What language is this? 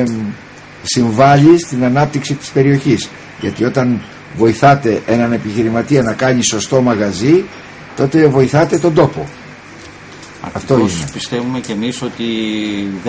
Greek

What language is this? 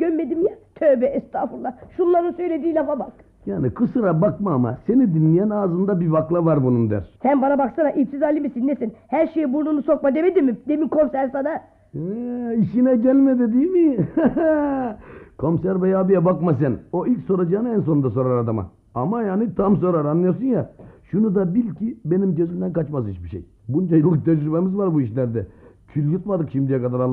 Turkish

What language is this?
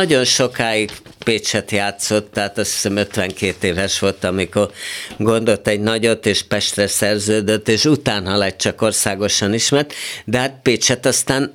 Hungarian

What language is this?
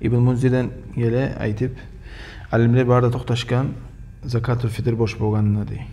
Kumyk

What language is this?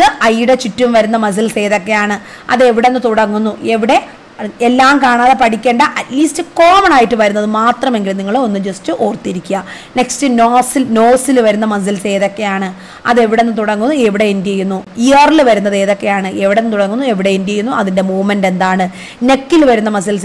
Malayalam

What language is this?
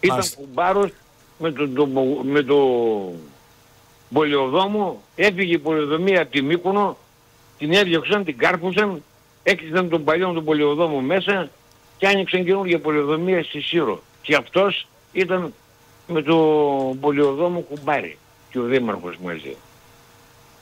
Greek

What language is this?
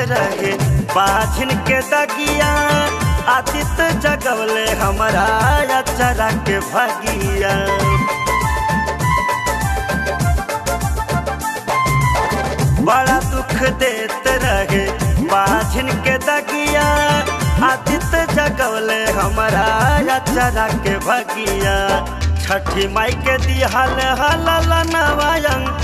Bhojpuri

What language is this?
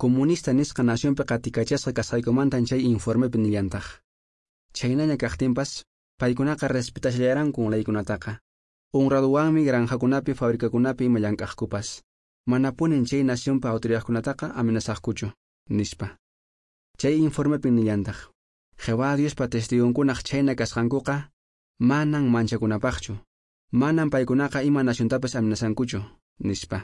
Quechua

